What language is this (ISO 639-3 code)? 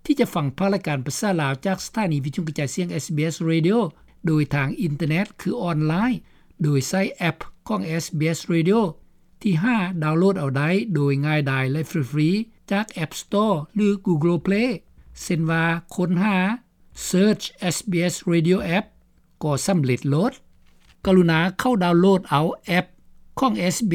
lao